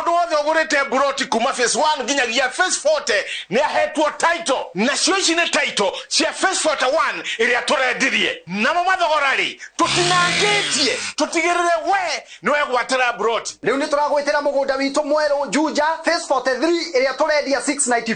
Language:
Kikuyu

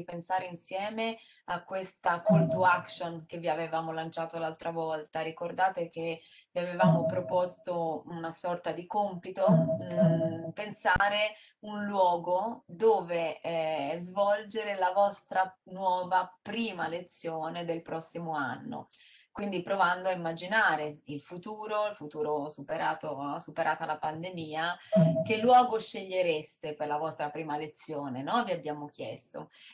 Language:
Italian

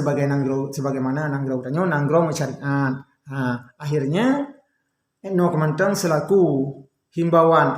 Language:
Achinese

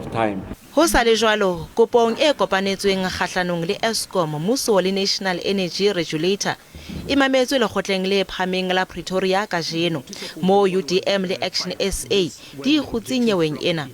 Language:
Southern Sotho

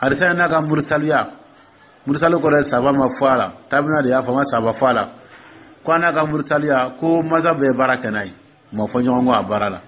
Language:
Dyula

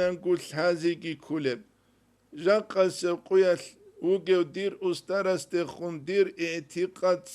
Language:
Avaric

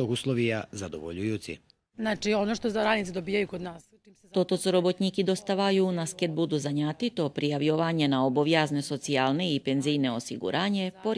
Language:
Rusyn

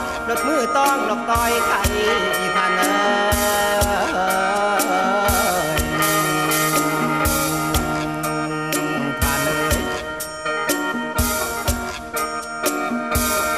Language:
Lao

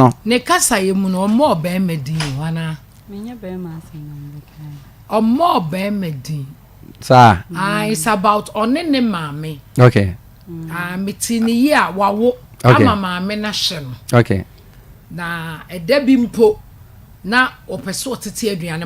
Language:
Akan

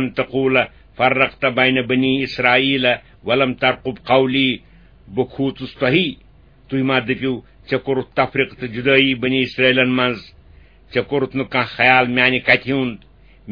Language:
Kashmiri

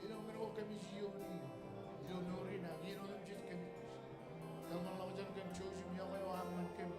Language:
Marshallese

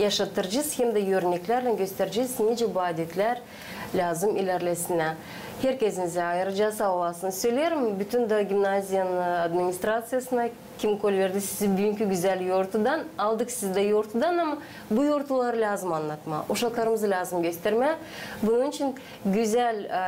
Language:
Gagauz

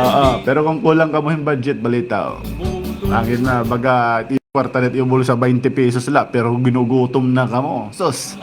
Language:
Waray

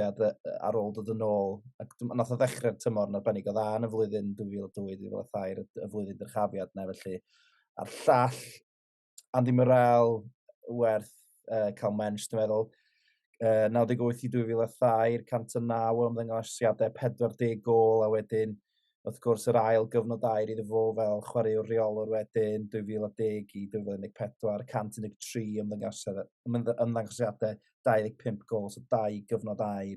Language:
Welsh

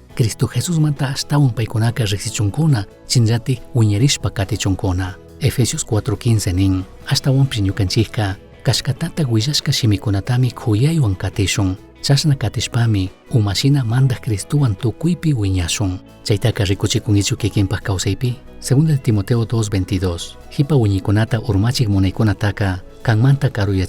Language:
Chimborazo Highland Quichua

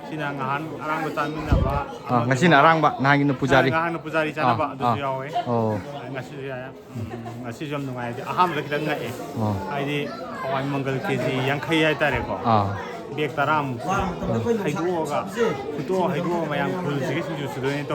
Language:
Manipuri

